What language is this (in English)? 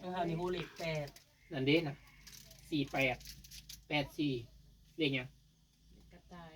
Northeastern Thai